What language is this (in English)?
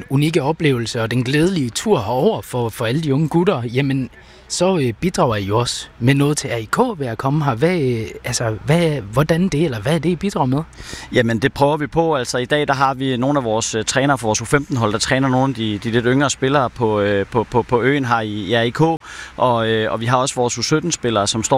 Danish